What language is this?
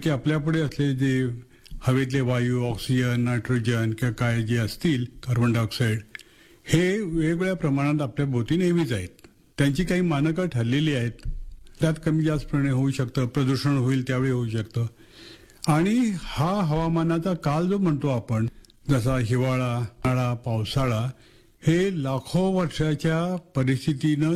Marathi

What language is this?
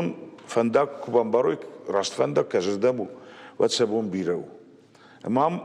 Ossetic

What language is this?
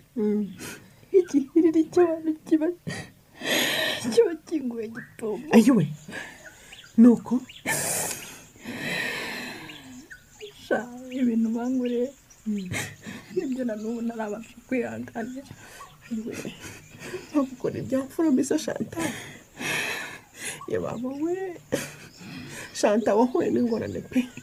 Kinyarwanda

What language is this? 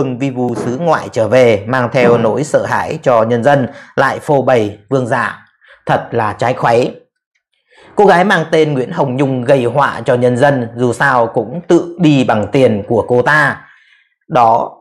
Vietnamese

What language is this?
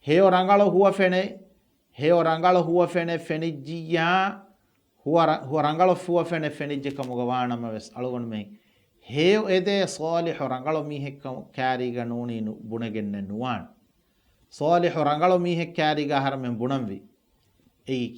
Divehi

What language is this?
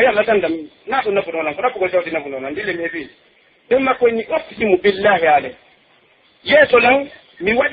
Pular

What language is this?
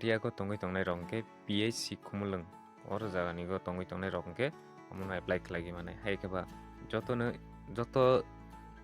Kok Borok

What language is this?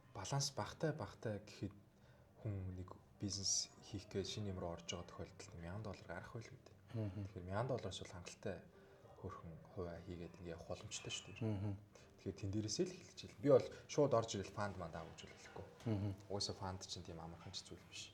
Mongolian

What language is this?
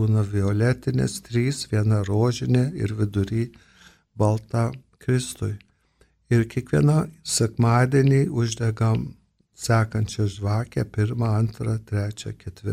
Lithuanian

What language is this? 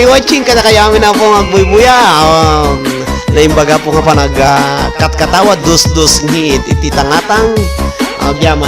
Iloko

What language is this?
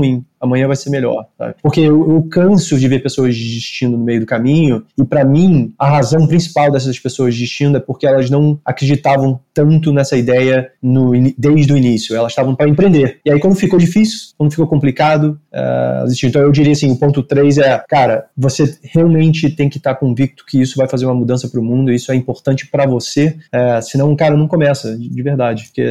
Portuguese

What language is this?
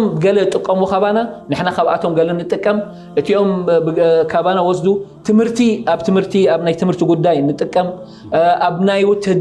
Tigrinya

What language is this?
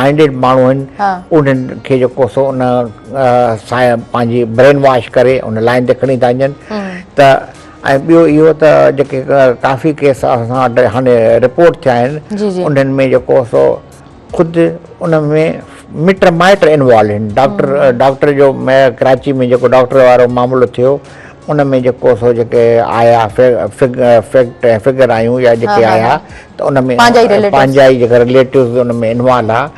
Sindhi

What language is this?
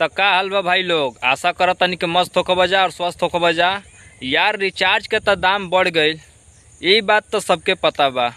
Bhojpuri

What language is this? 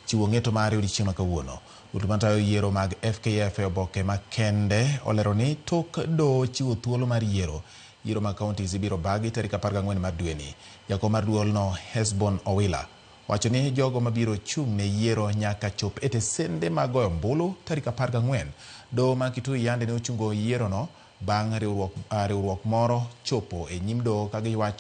Luo (Kenya and Tanzania)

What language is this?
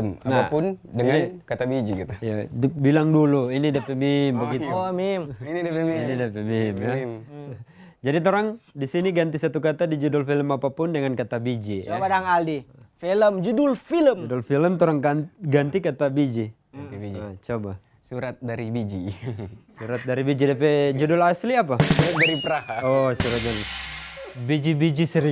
Manado Malay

